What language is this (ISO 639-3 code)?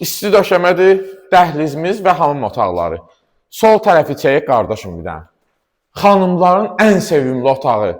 aze